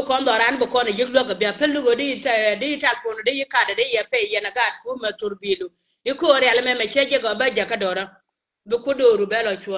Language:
Nuer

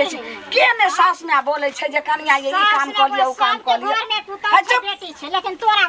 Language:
Maithili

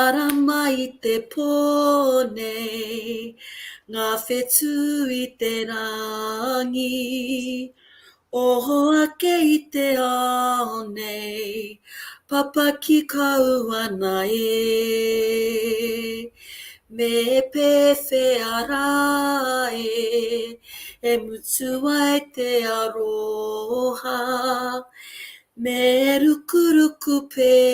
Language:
Māori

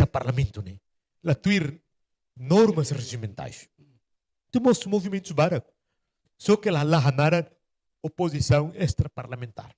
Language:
Tetum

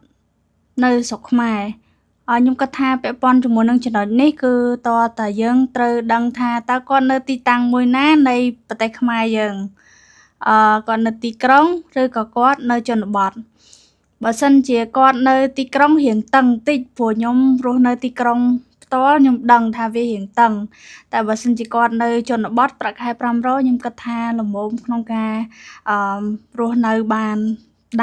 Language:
Khmer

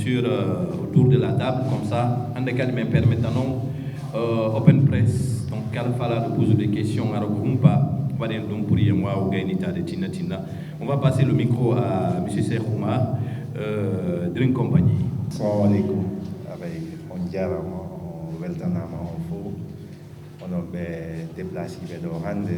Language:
Fula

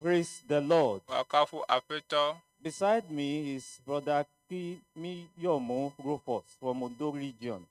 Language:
Ewe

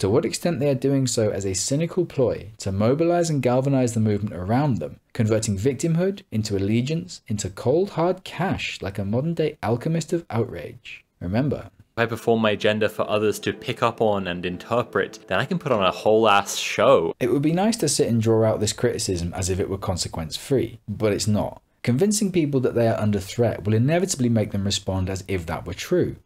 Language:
English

